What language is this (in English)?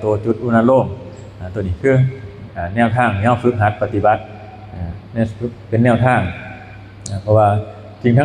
Northeastern Thai